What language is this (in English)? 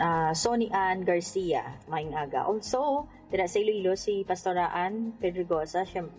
Hiligaynon